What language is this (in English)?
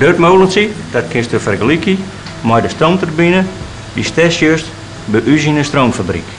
Western Frisian